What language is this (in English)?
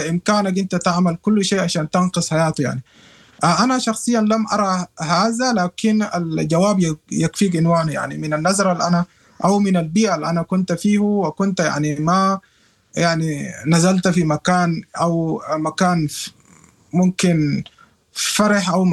Sudanese Arabic